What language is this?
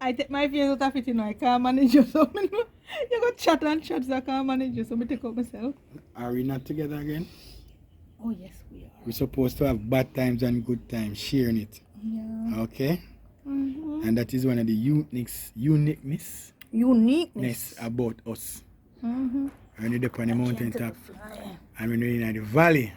Jamaican Creole English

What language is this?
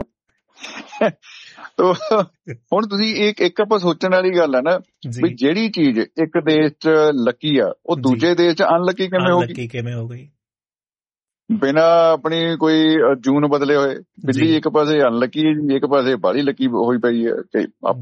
Punjabi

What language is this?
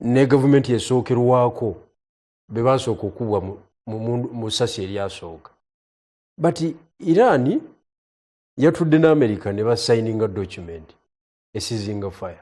Ganda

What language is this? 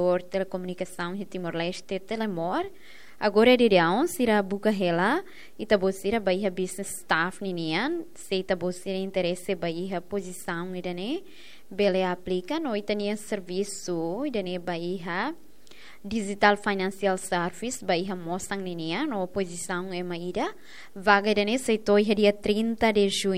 Tetum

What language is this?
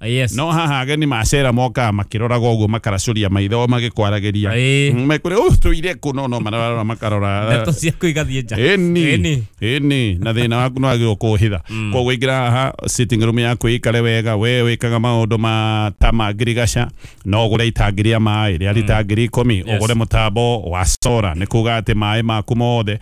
Kikuyu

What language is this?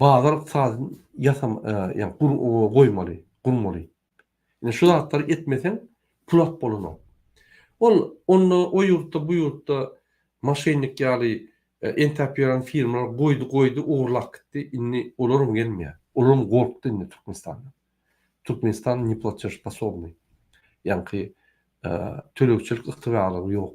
Turkmen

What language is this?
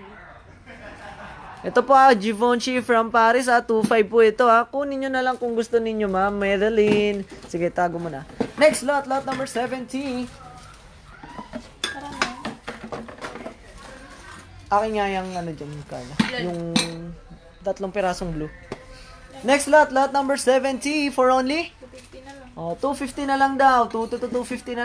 Filipino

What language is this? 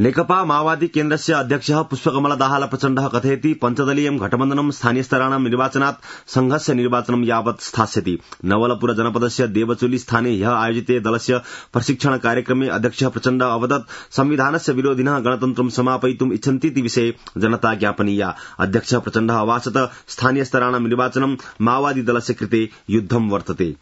Sanskrit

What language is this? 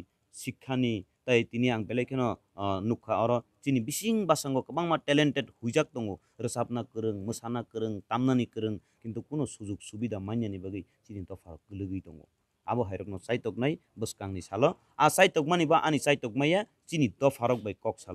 Kok Borok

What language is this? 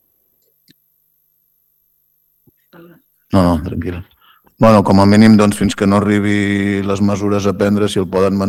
Catalan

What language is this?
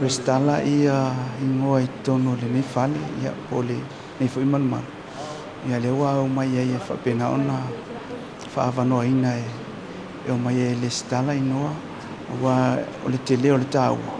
Samoan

